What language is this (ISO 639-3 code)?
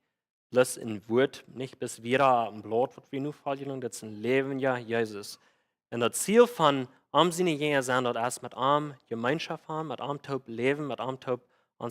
pdt